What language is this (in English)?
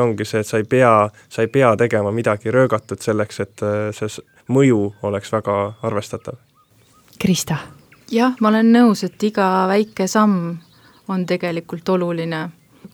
Estonian